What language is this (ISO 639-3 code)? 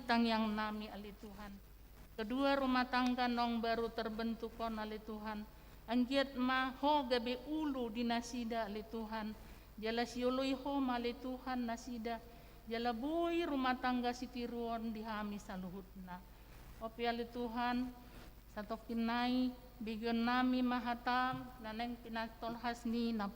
bbc